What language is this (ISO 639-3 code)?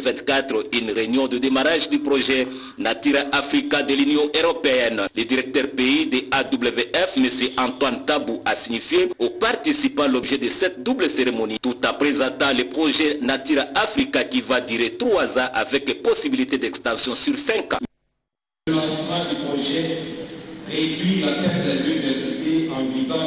fra